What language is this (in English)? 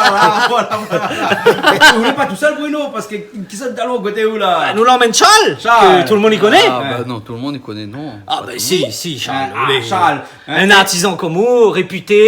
Réunion Creole French